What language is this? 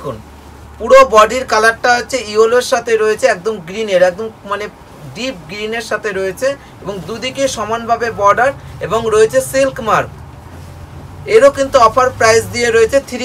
Bangla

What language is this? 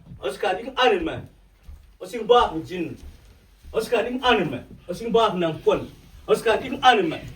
Mabaan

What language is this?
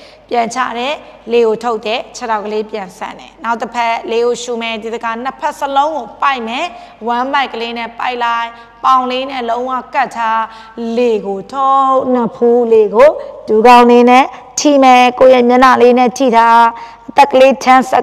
Burmese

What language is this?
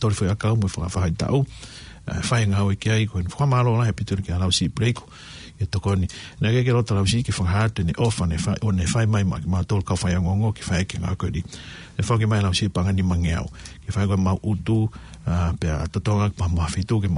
Tongan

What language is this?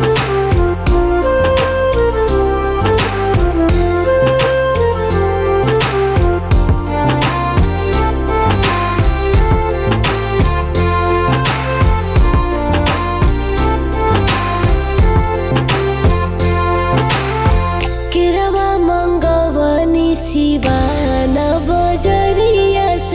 Bhojpuri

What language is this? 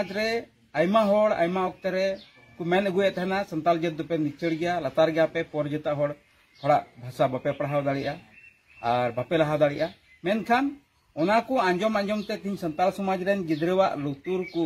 Santali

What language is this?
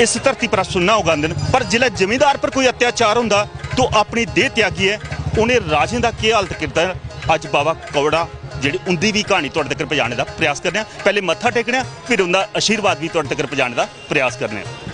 Dogri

